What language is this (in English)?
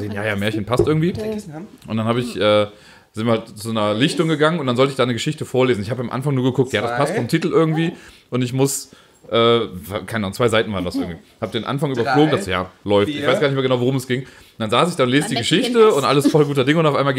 German